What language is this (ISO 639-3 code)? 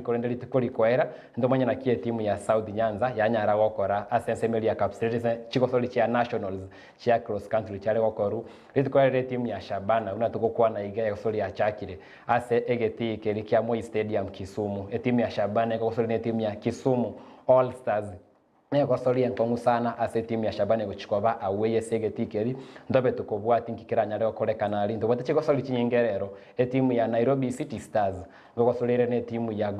guz